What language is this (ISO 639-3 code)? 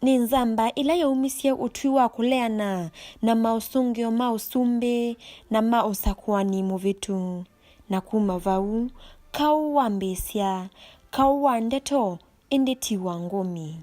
kam